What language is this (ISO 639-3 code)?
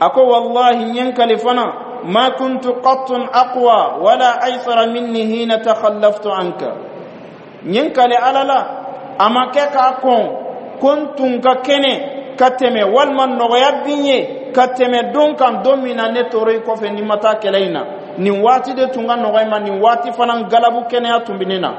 bam